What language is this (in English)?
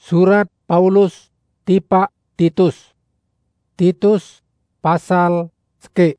Sasak